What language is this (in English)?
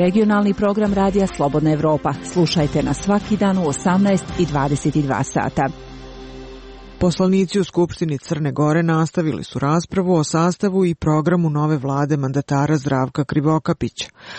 Serbian